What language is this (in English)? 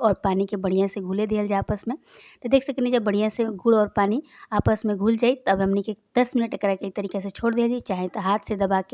Bhojpuri